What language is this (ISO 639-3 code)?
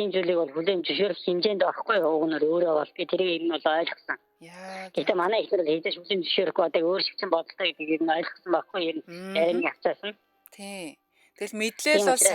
mon